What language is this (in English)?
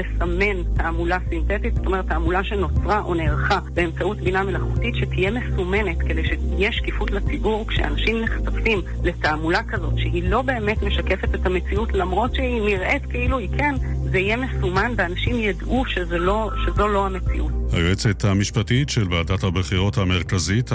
Hebrew